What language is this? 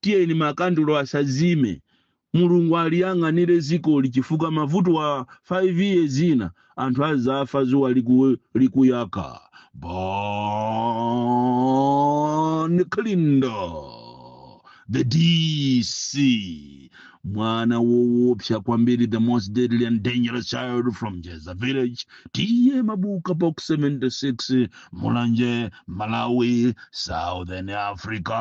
Nyanja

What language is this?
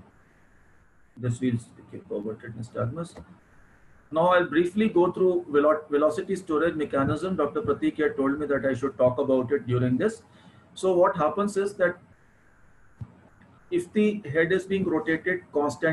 English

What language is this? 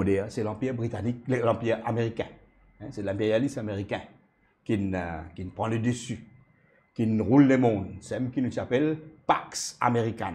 Morisyen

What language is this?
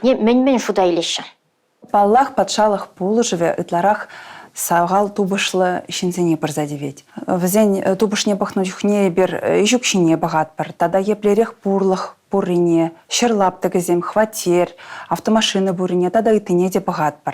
Chuvash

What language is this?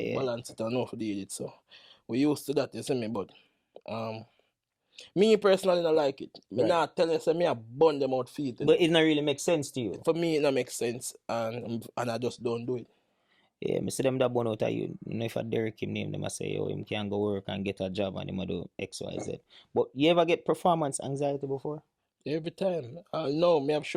Jamaican Creole English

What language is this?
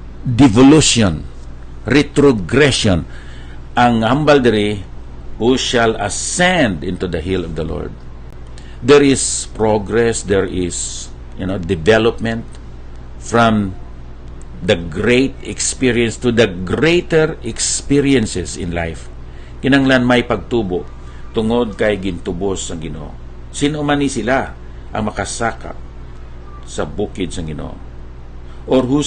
Hiligaynon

